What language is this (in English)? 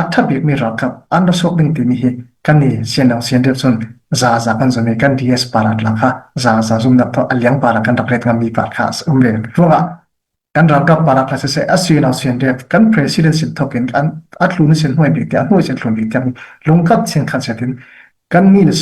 Falam Chin